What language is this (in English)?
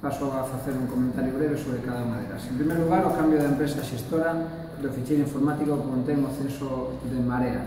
Galician